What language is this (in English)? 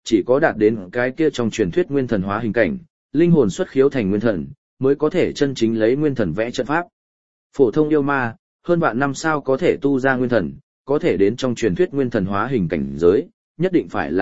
Vietnamese